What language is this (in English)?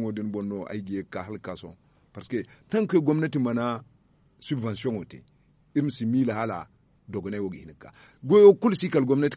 Zarma